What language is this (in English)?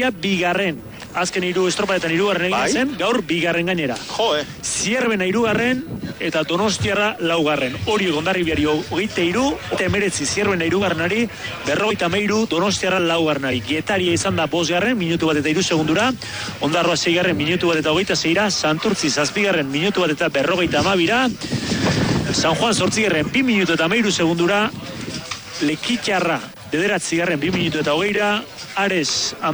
Basque